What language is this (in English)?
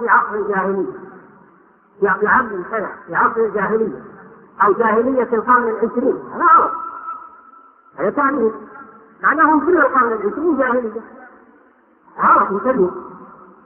Arabic